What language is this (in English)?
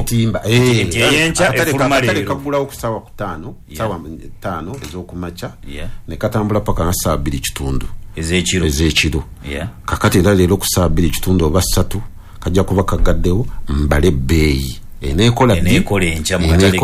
Ganda